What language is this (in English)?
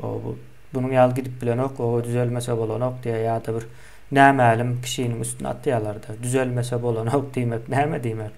Turkmen